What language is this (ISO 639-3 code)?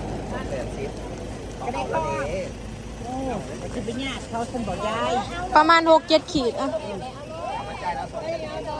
tts